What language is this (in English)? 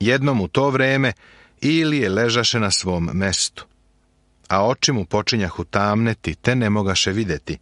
Serbian